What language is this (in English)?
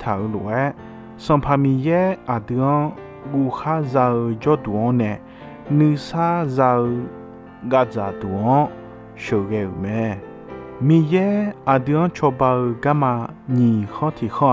Akha